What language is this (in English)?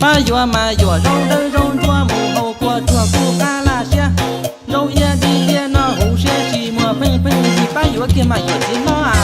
Hmong